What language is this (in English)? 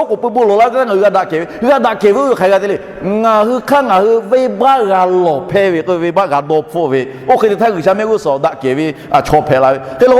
Lahu